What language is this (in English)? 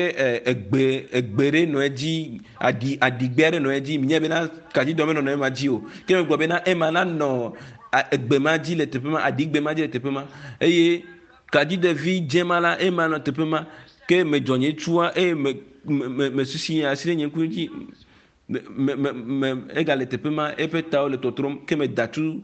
Ewe